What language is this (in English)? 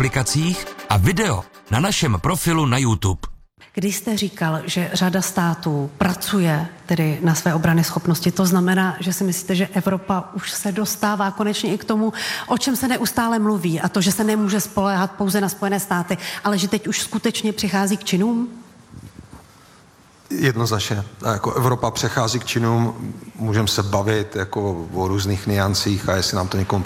Czech